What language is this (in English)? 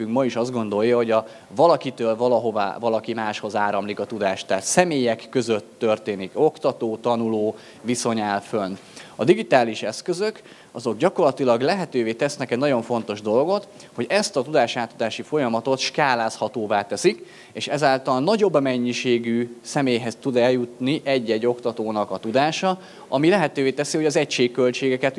Hungarian